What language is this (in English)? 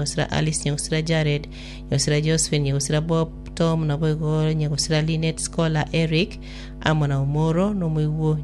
Gusii